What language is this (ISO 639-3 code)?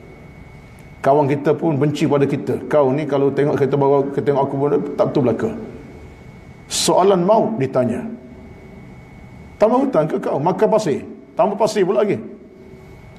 msa